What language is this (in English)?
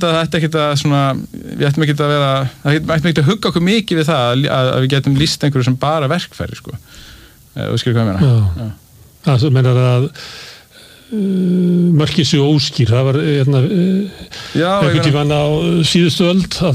Icelandic